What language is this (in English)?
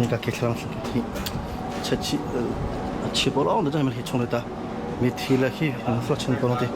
Hakha Chin